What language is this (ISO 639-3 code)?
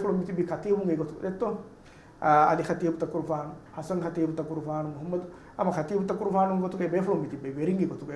div